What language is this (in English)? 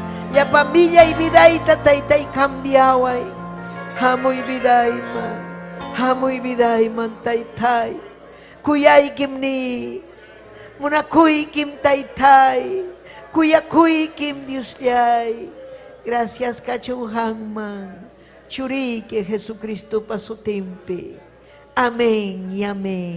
Ayacucho Quechua